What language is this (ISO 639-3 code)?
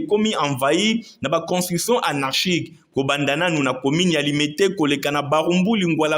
lin